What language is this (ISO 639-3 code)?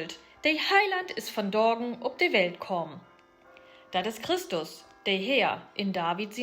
nds